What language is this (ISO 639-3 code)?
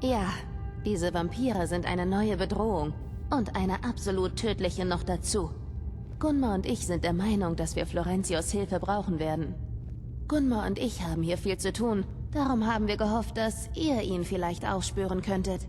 bar